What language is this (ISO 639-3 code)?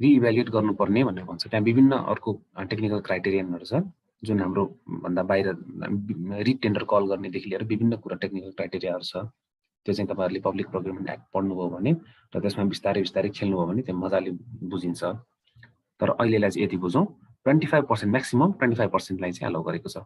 nep